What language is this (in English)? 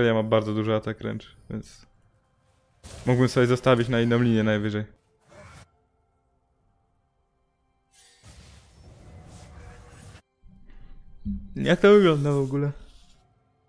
Polish